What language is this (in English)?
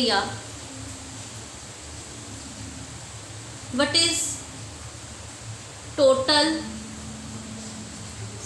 Hindi